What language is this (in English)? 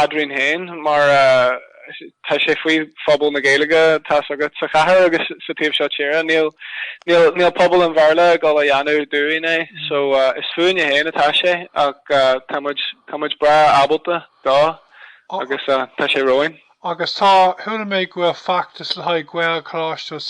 Irish